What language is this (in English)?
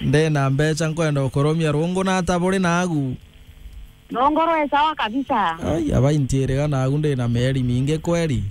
Meru